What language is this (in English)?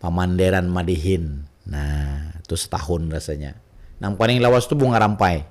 Banjar